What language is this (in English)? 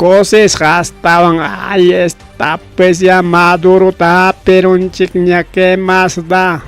Ayacucho Quechua